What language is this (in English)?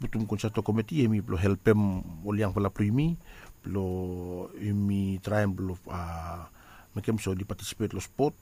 Bislama